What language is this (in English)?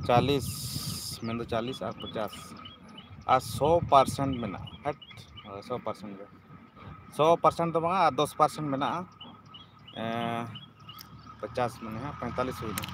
Santali